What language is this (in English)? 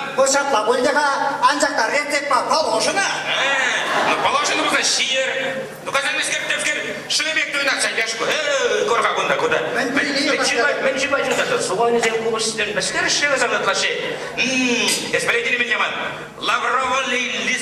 Chuvash